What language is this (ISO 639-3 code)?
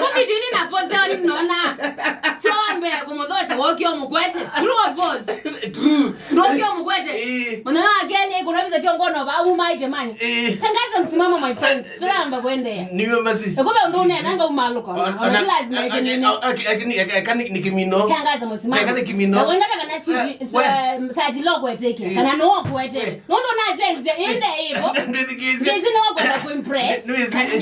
kam